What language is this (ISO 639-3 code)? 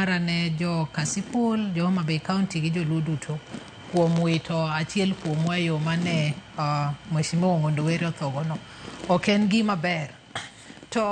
luo